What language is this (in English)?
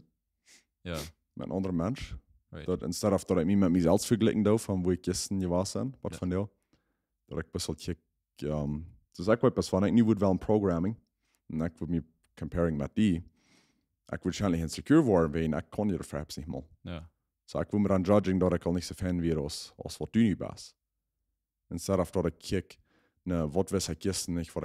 Plautdietsch